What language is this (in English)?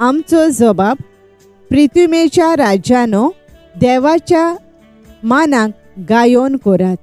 Konkani